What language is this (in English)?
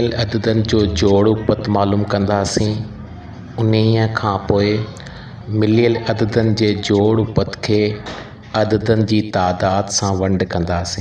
Sindhi